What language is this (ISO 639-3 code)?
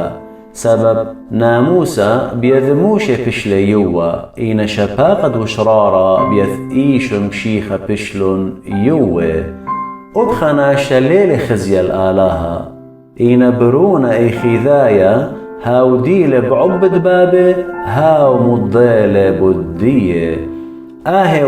aii